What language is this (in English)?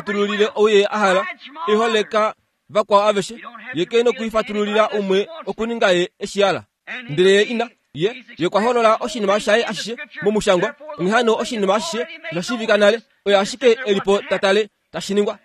Kuanyama